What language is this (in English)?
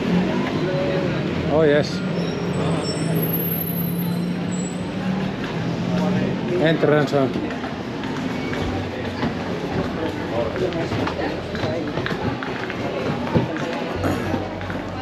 Finnish